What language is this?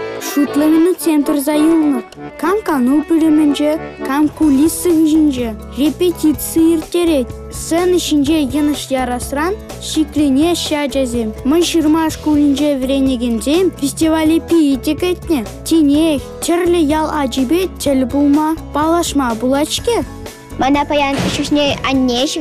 Chuvash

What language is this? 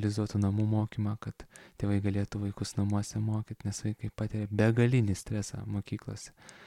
Lithuanian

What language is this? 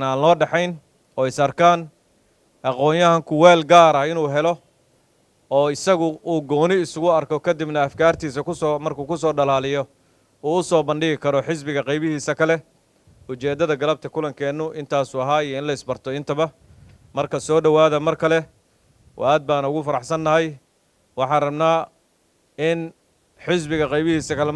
Somali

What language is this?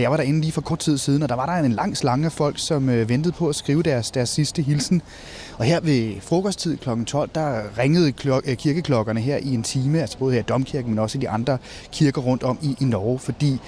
Danish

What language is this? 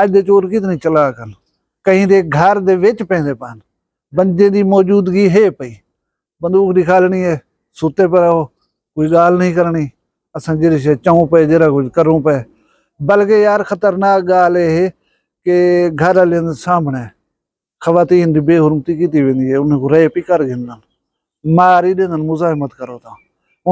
Saraiki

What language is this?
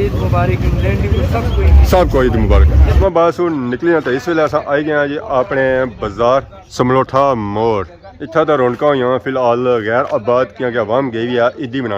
Pahari-Potwari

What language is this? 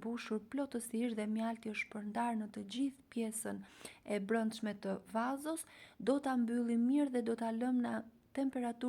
Albanian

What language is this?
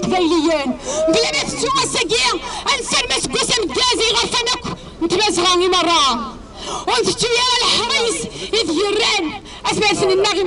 Kabyle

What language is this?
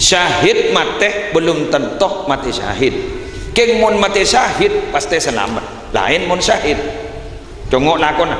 Madurese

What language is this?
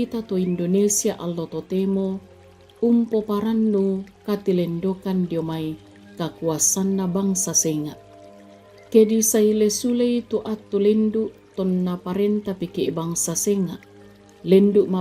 Toraja-Sa'dan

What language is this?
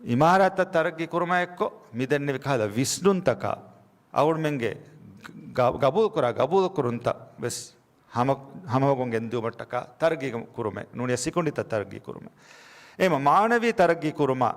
Divehi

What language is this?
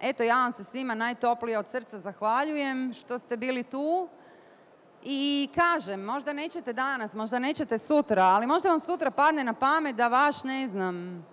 Bosnian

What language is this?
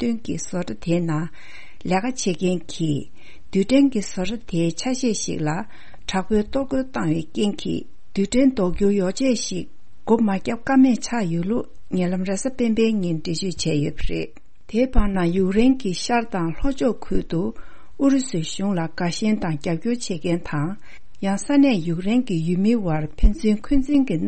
Tibetan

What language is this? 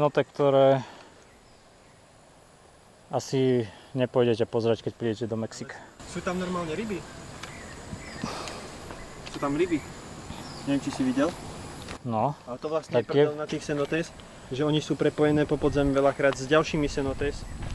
Slovak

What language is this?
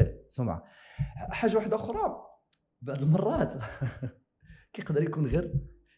Moroccan Arabic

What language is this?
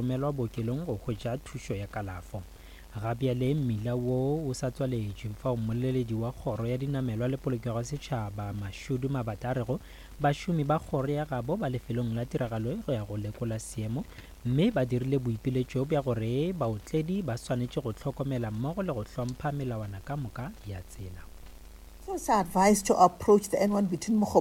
Northern Sotho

